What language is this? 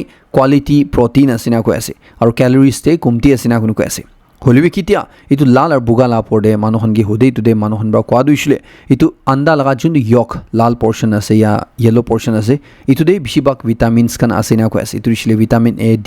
Naga Pidgin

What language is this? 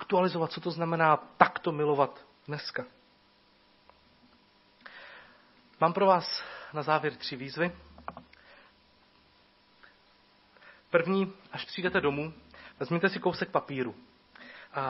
Czech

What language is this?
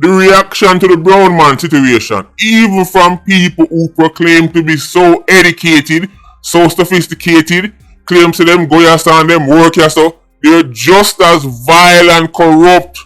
Jamaican Creole English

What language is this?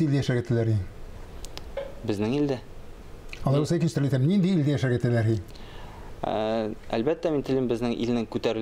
Tatar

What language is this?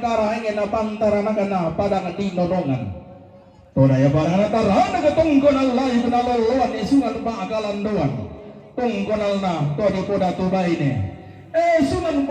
Toraja-Sa'dan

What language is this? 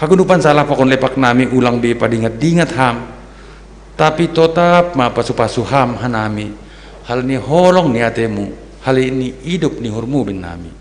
Batak Simalungun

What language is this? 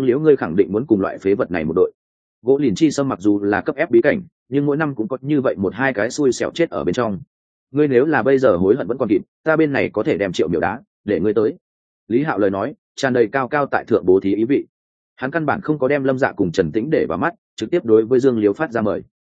Vietnamese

